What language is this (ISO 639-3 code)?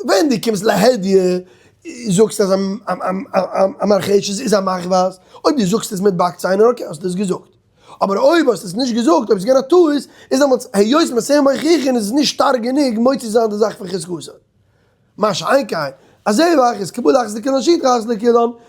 yid